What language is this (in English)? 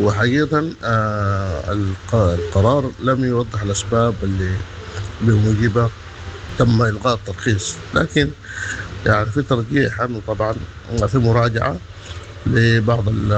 Sudanese Arabic